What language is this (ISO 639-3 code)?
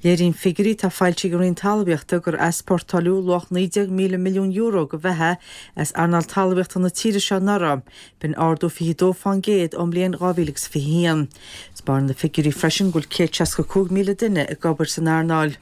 gle